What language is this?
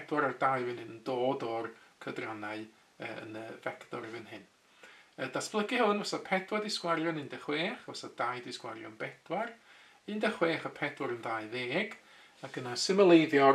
Welsh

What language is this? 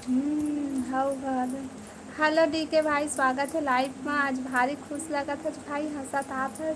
Chhattisgarhi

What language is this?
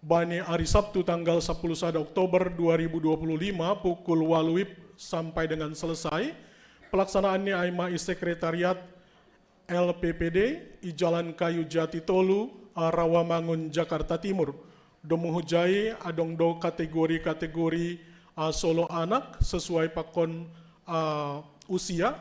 Batak Simalungun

